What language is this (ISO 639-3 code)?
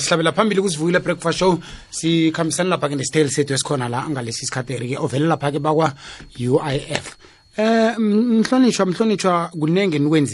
nbl